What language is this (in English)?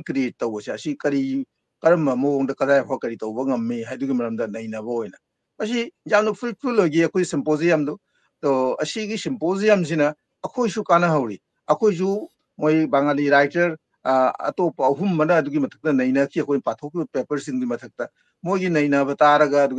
Manipuri